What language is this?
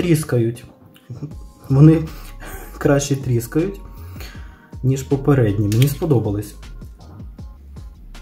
Ukrainian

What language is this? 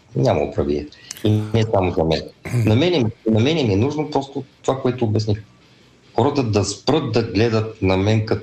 Bulgarian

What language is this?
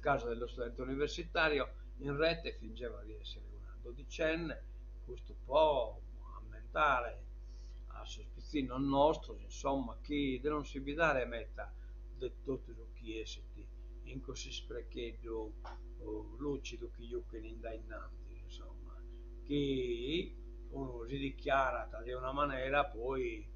Sardinian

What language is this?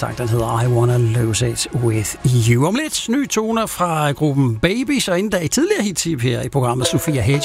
Danish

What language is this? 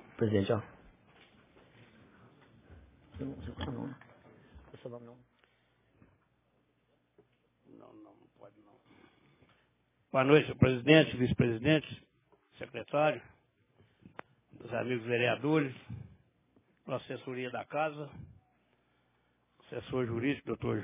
Portuguese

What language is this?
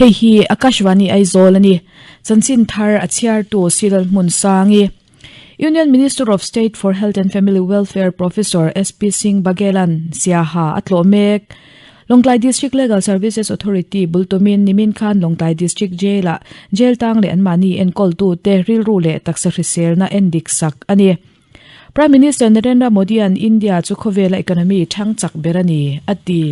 Mizo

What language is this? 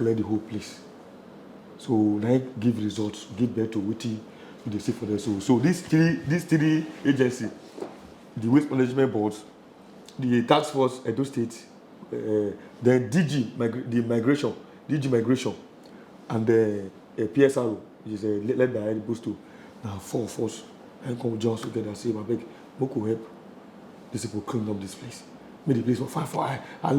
Nigerian Pidgin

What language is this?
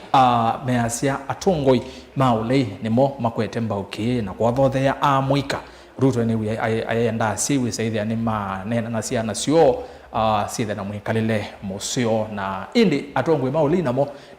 Kamba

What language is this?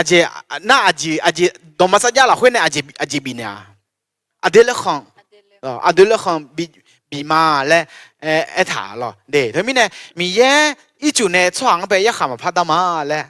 Akha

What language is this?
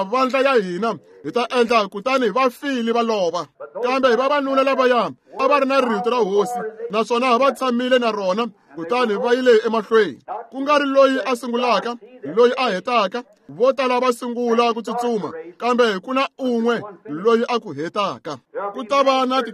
Tsonga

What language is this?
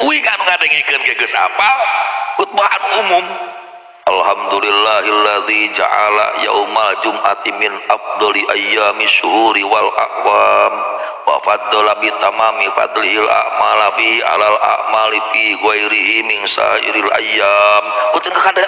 Sundanese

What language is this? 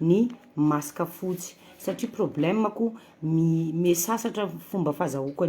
Malagasy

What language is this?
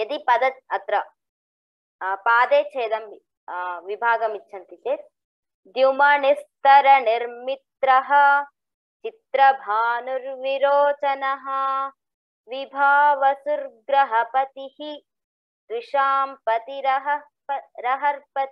Sanskrit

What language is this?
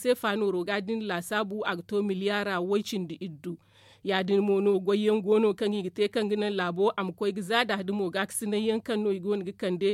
Zarma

